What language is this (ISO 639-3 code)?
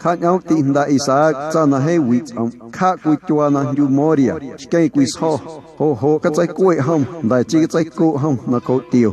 amu